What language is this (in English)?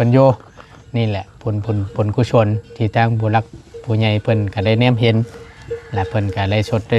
Lao